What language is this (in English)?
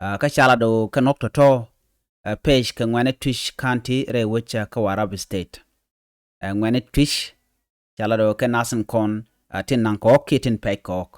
Nuer